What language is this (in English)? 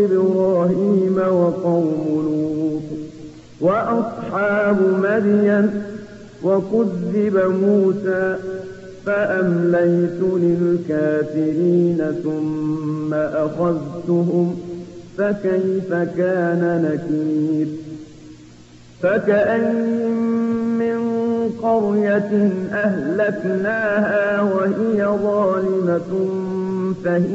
Arabic